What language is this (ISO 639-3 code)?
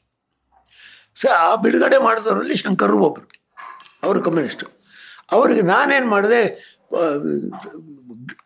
kan